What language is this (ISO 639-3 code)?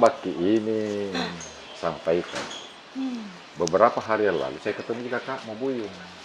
mfp